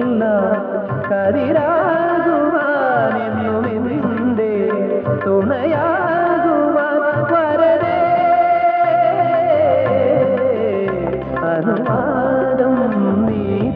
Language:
Malayalam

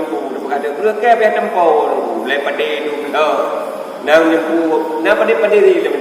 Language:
Achinese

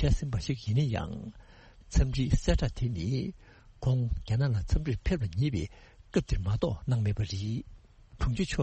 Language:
Tibetan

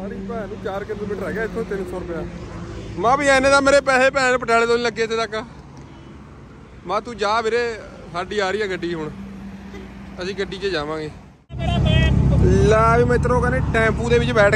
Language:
Punjabi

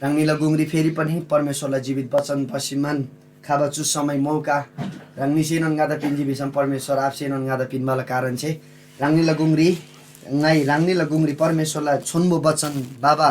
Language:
Eastern Tamang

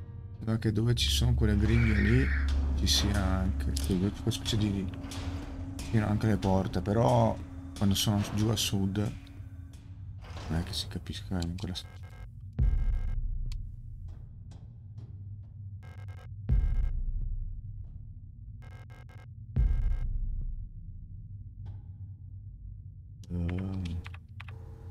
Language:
Italian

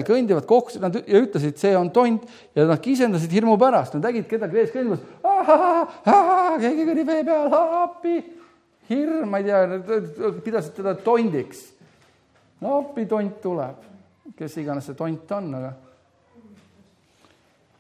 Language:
Estonian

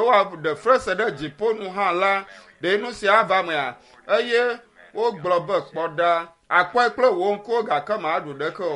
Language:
Ewe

